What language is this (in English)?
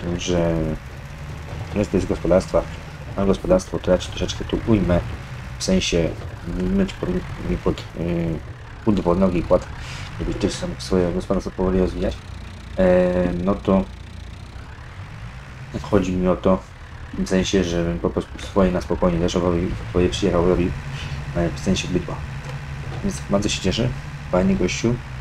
Polish